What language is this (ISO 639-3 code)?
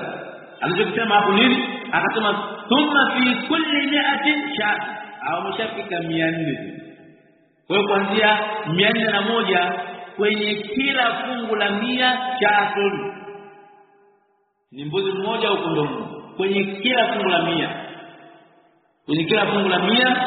swa